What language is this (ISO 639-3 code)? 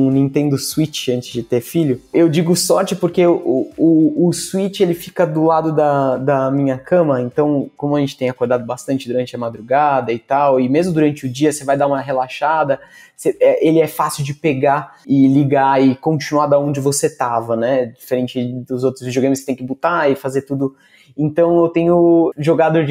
por